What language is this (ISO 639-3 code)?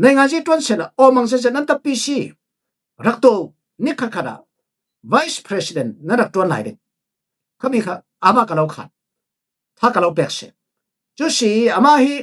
cfm